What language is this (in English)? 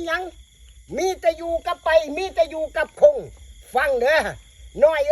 Northeastern Thai